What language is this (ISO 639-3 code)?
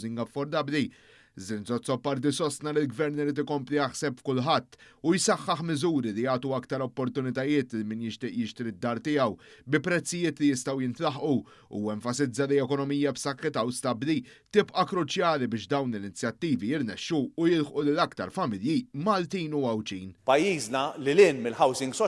mlt